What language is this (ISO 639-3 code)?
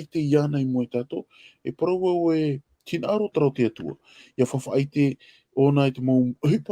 tah